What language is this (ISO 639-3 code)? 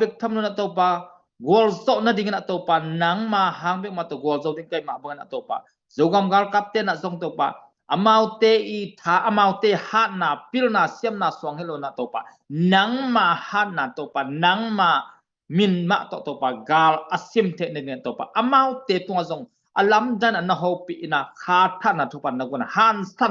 ctd